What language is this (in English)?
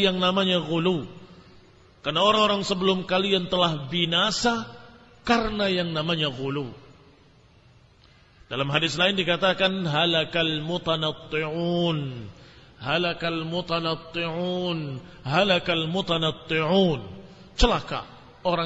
Indonesian